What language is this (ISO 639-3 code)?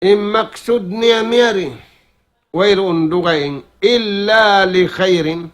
tsg